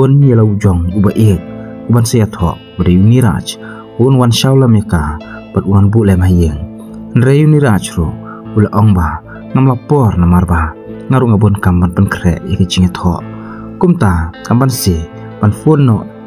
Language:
Khasi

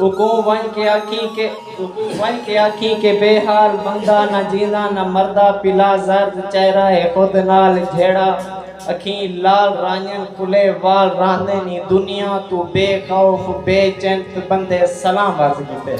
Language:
Saraiki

